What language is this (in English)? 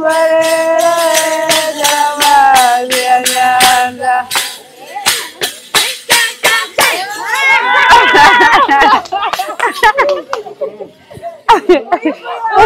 Kinyarwanda